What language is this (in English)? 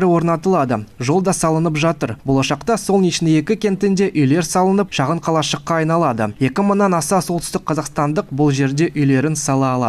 Kazakh